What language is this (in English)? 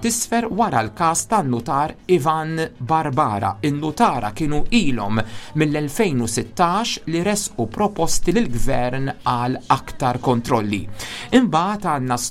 Maltese